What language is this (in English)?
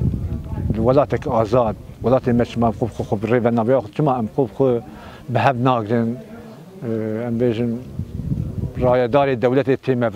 Kurdish